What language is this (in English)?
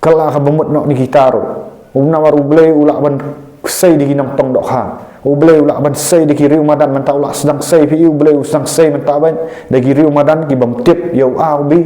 Khasi